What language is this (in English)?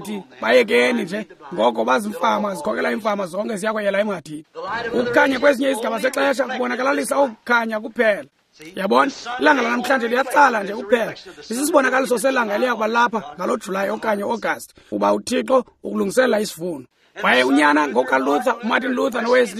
Xhosa